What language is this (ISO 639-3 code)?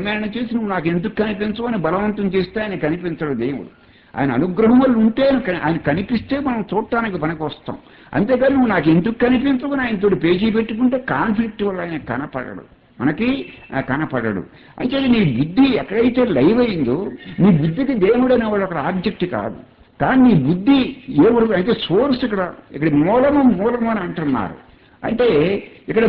tel